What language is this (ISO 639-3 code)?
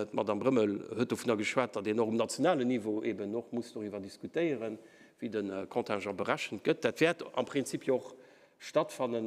ltz